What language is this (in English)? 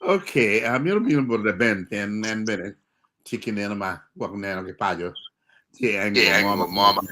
Acoli